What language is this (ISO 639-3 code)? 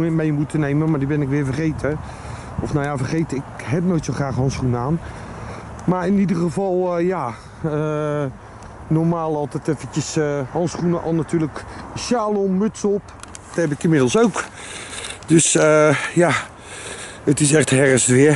nld